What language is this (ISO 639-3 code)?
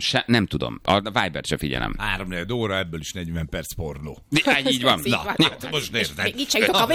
hun